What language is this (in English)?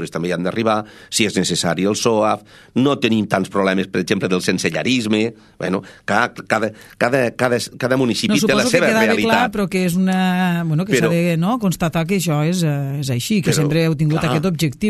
Catalan